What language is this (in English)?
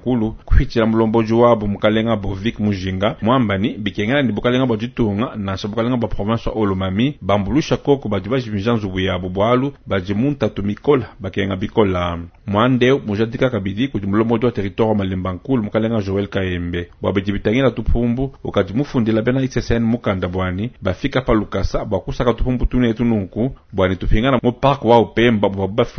Luba-Lulua